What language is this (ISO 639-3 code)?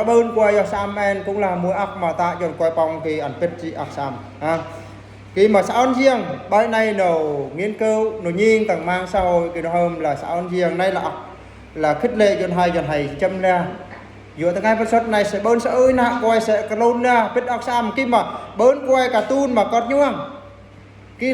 bru